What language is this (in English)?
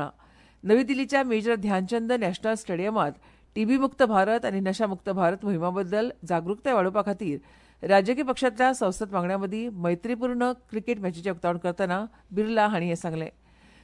Konkani